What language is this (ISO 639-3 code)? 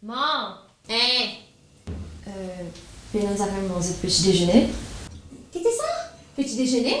mfe